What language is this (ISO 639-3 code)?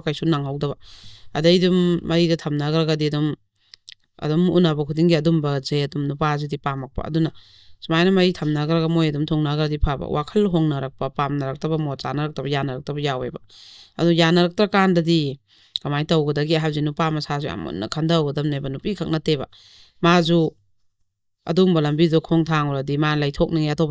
mni